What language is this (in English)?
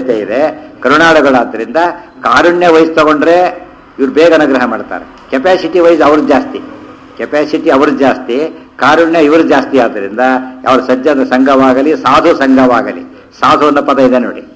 Kannada